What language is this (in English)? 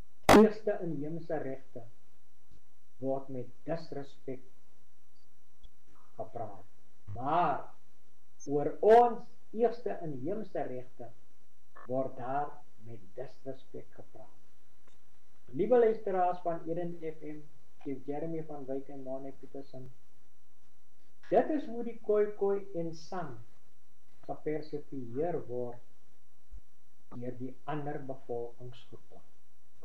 Afrikaans